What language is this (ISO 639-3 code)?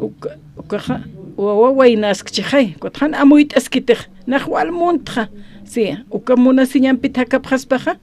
aym